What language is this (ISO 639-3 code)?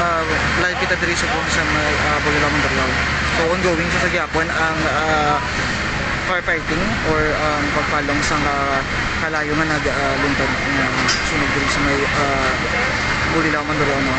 hil